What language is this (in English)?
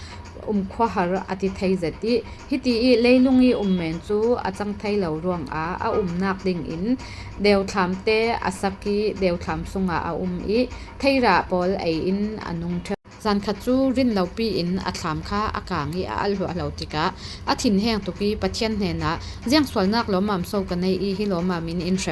Falam Chin